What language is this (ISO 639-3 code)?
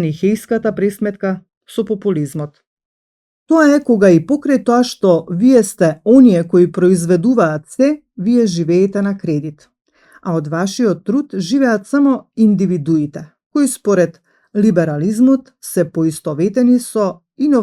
mkd